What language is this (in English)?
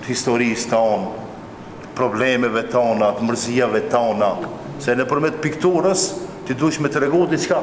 Albanian